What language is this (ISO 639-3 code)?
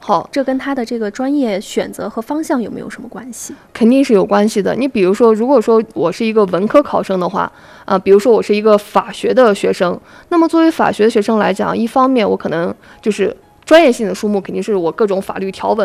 zho